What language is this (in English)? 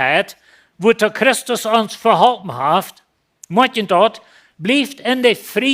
Plautdietsch